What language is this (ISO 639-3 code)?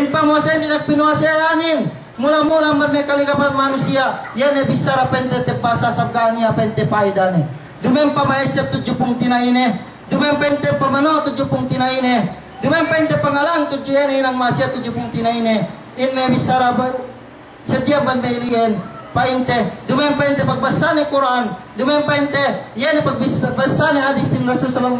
yka